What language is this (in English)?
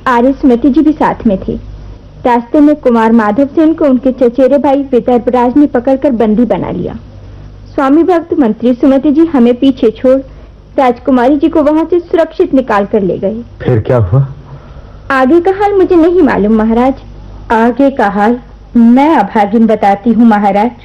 Hindi